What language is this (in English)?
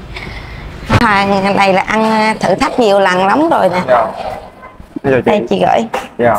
Vietnamese